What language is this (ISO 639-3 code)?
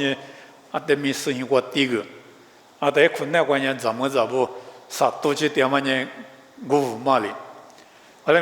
lis